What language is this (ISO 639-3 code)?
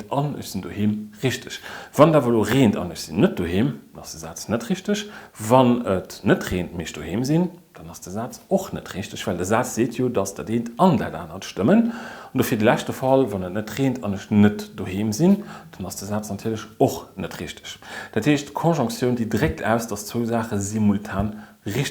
ltz